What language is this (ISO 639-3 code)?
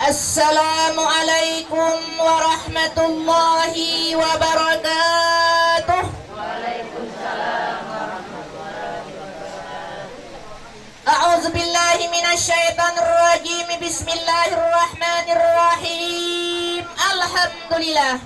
bjn